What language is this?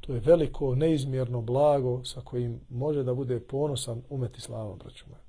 Bosnian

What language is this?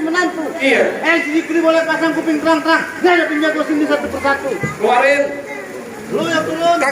Betawi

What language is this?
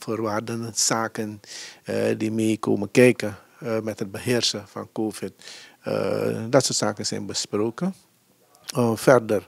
Dutch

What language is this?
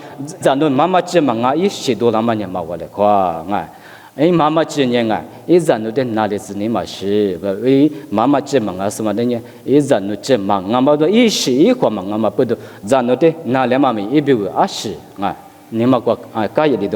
Lisu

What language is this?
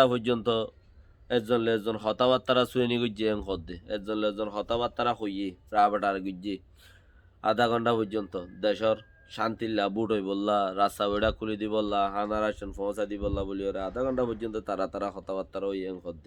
Rohingya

